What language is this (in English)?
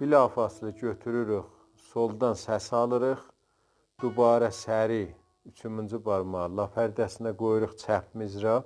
South Azerbaijani